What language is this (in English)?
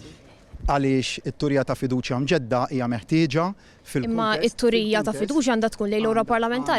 Maltese